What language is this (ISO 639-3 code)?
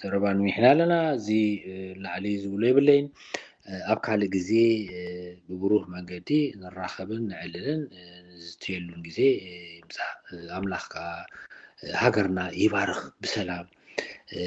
tir